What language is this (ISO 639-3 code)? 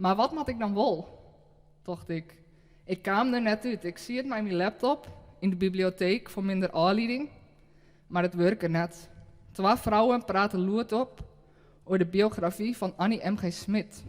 fry